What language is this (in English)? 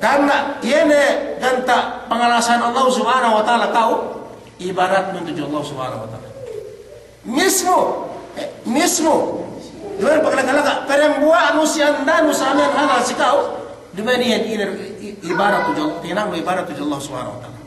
Yakan